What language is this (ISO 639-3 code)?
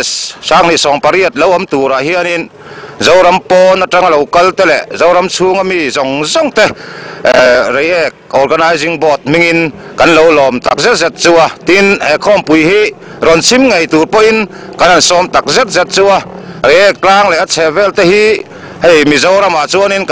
lus